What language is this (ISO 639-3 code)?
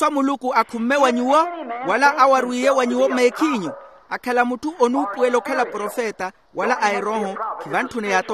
vmw